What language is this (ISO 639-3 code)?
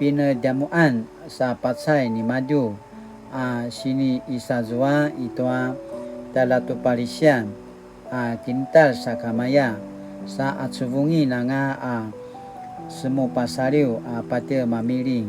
pwn